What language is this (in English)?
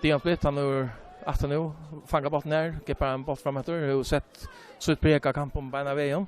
Faroese